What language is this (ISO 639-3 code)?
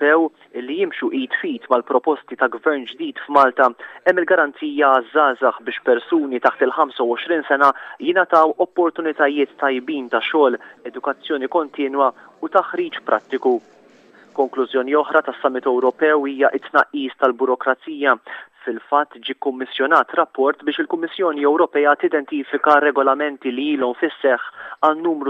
mlt